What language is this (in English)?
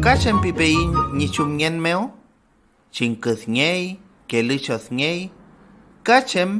Mapuche